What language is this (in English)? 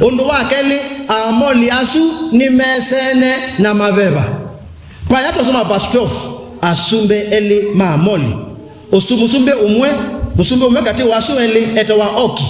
Kamba